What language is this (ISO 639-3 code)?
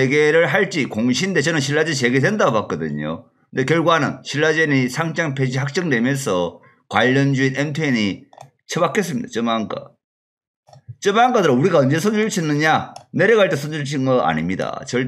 kor